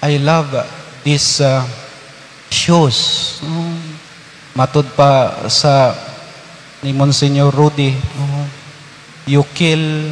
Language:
Cebuano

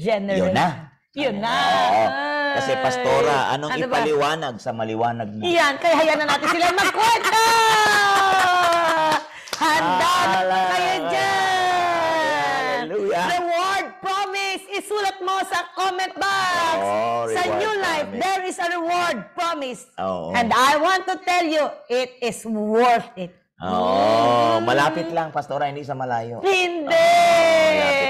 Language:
Filipino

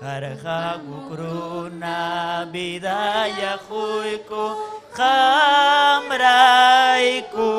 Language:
Ayacucho Quechua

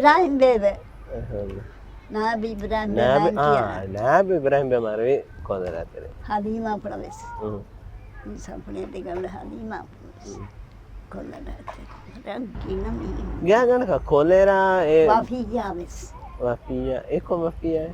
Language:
Divehi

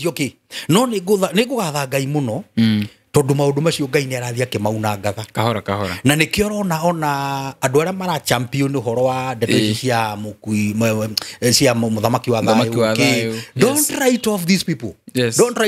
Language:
Kikuyu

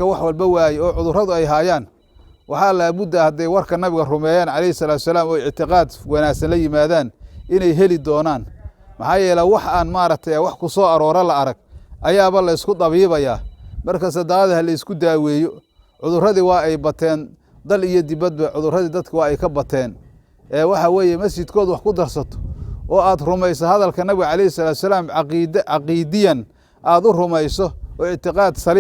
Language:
Somali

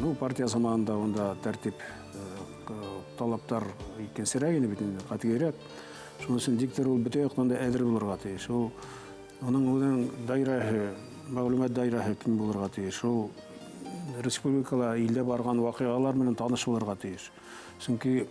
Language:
Bashkir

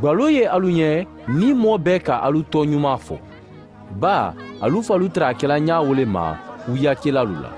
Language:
Mandingo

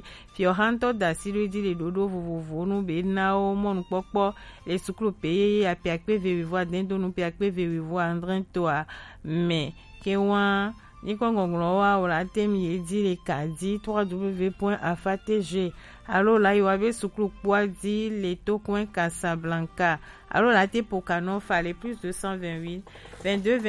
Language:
Gen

